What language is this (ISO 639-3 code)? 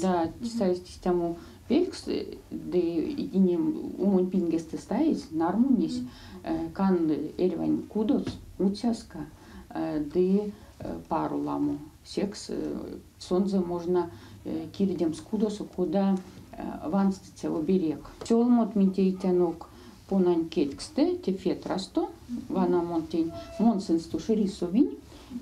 myv